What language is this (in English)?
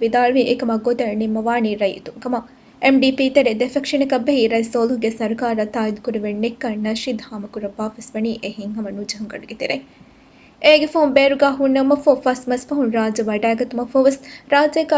Divehi